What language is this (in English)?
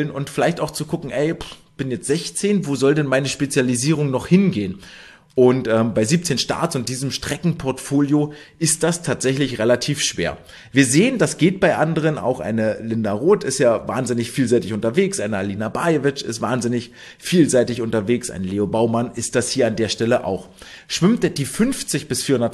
German